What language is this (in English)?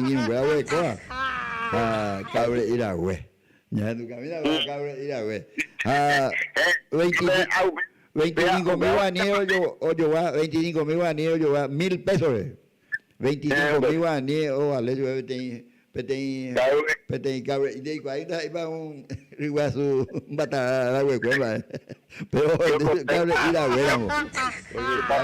Guarani